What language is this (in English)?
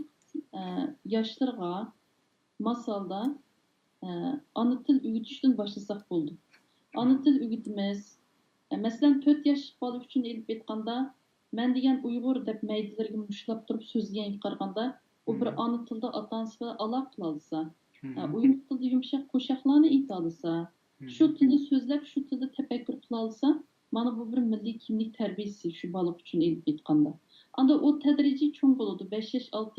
Uyghur